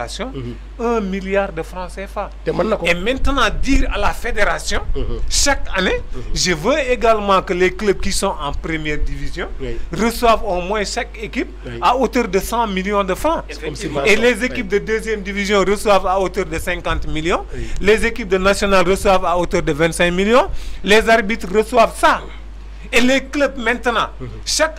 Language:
Wolof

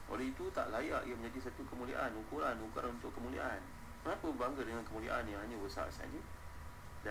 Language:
Malay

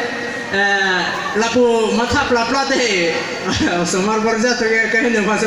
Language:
Karbi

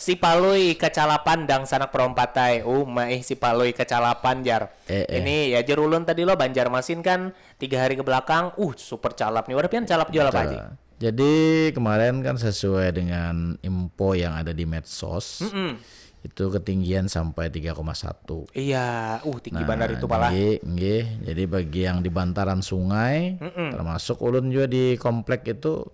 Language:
Banjar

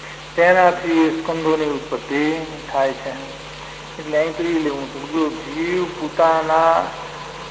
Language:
Gujarati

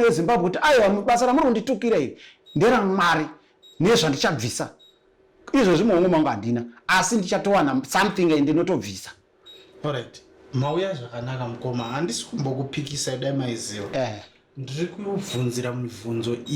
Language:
Shona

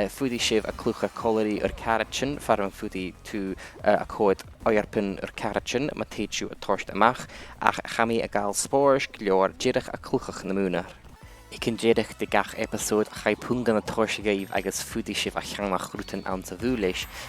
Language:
Scottish Gaelic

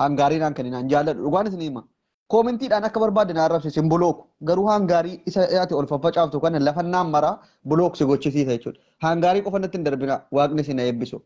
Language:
Oromo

